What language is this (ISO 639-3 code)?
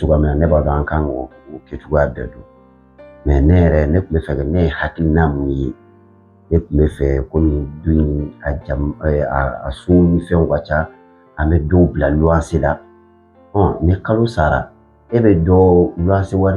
bam